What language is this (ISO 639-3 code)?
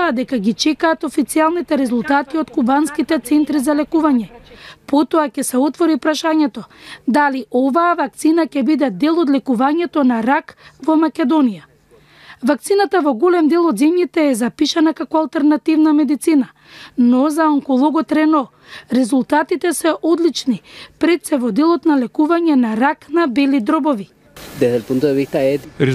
mkd